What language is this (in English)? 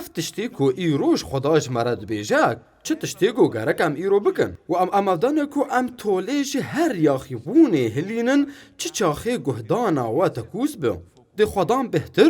Kurdish